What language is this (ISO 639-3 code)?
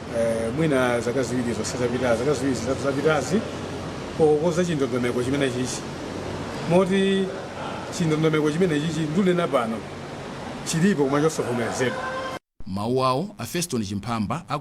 nya